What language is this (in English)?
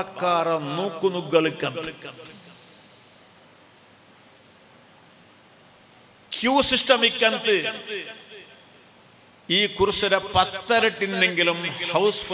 Malayalam